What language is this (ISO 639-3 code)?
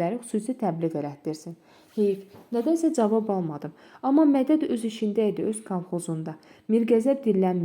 aze